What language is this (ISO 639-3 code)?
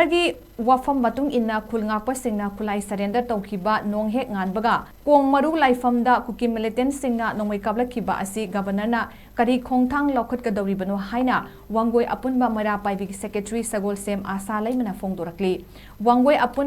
mni